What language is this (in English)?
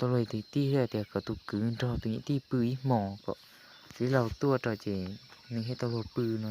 Hmong